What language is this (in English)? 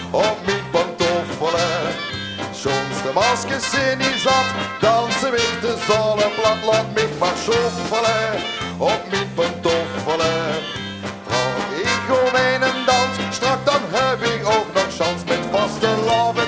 Limburgish